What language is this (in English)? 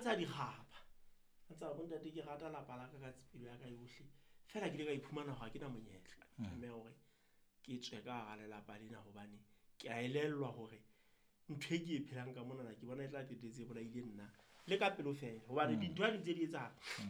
Southern Sotho